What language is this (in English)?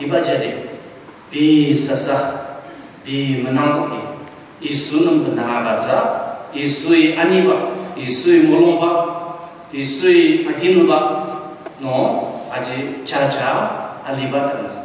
Ao Naga